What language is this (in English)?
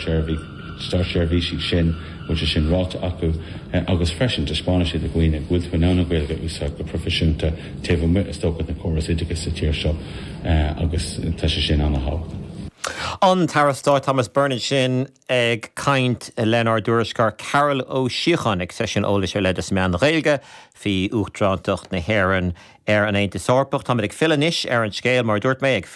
Irish